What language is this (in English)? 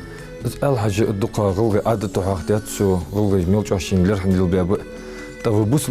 Ingush